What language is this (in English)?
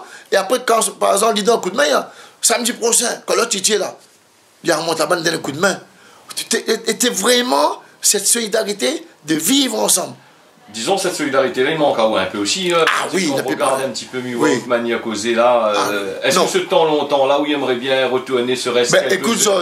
Réunion Creole French